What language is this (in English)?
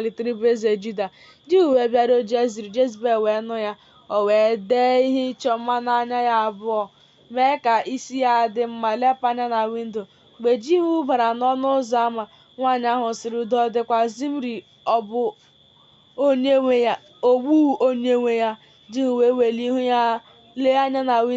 Igbo